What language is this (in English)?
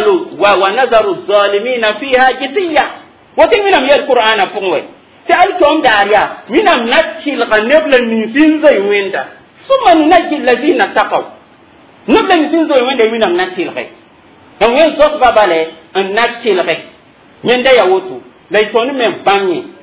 Mossi